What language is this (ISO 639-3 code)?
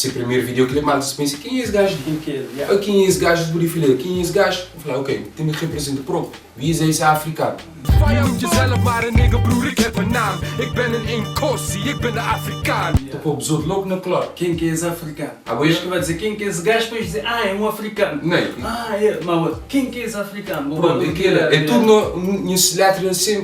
kea